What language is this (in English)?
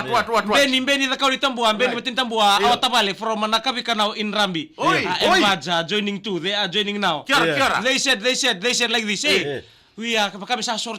Fijian